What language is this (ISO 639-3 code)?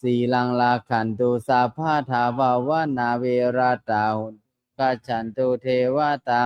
pli